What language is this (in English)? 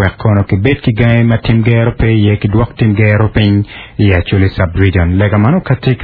Acoli